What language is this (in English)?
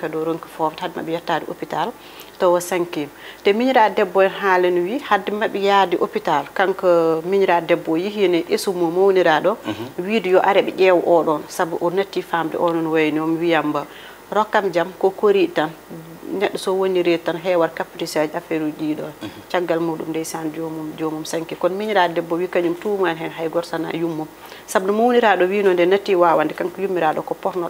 Fula